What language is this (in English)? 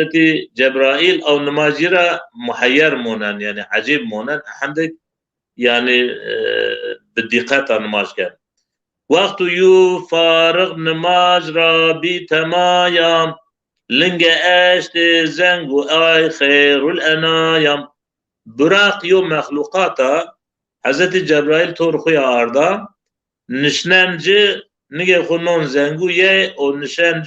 Zaza